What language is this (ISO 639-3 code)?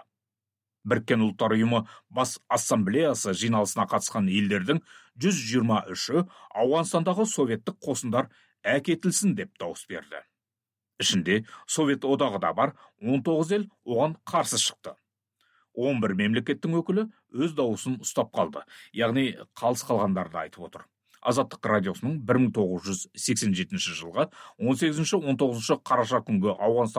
kaz